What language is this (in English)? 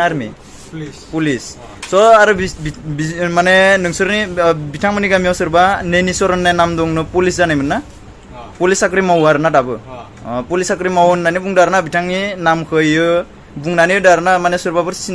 Bodo